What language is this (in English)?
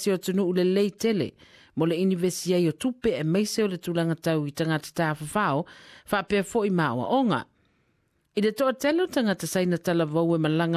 Samoan